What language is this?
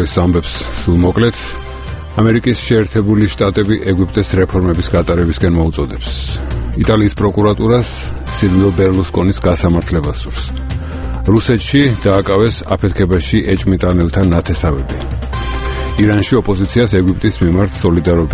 Georgian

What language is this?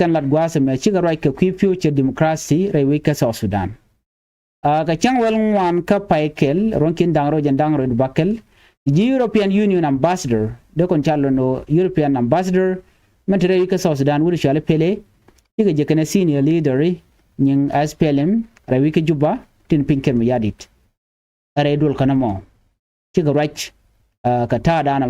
Nuer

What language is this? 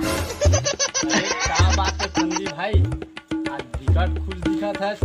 Chhattisgarhi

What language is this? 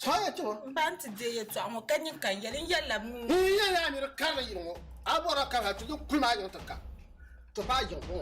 Dagbani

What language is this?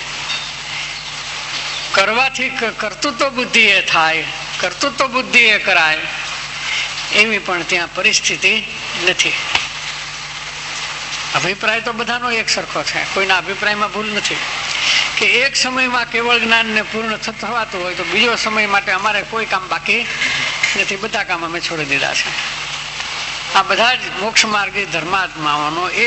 Gujarati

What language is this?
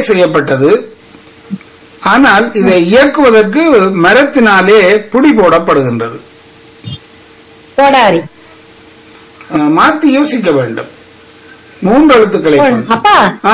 Tamil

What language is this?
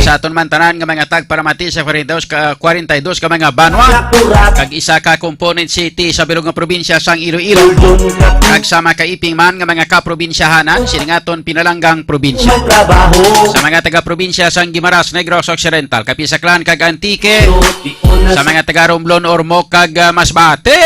Hiligaynon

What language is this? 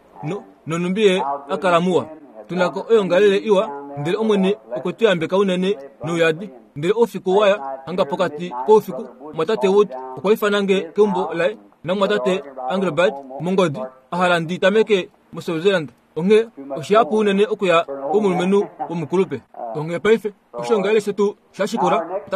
Kuanyama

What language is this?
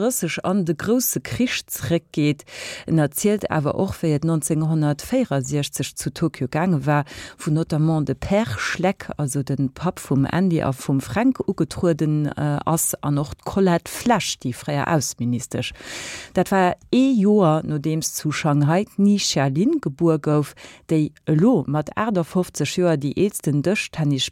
Luxembourgish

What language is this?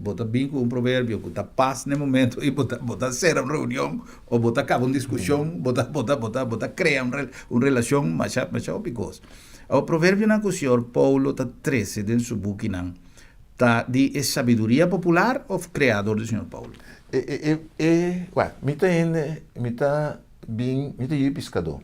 Papiamento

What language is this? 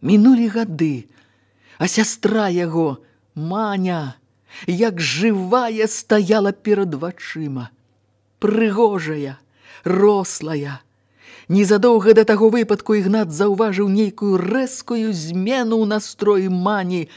Belarusian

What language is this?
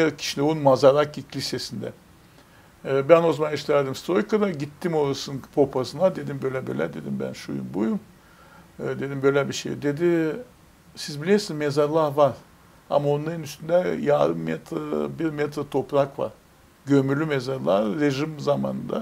Gagauz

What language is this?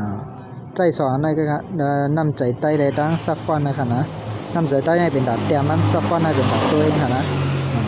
Shan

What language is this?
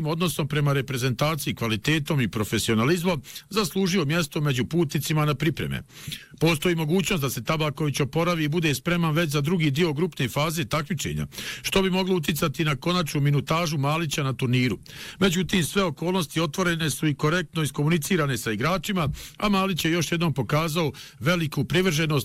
Bosnian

